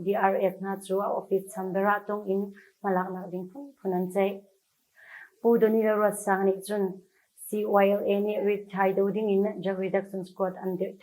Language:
Hakha Chin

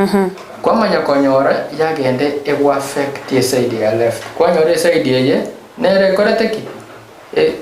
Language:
Gusii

